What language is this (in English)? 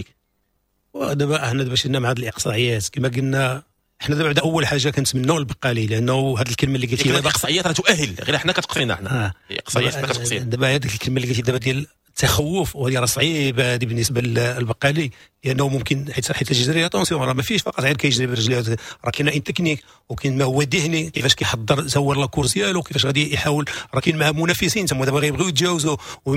Moroccan Arabic